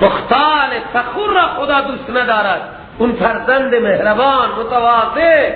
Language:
Persian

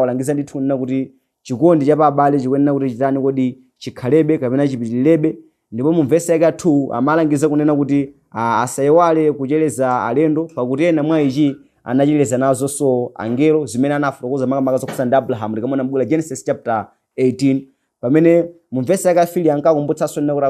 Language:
Nyanja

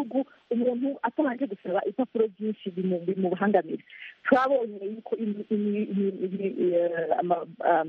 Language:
Kinyarwanda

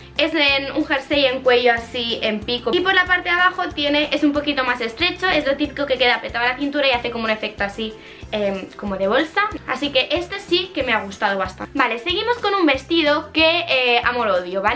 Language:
Spanish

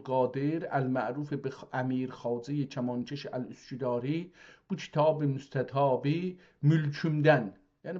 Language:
South Azerbaijani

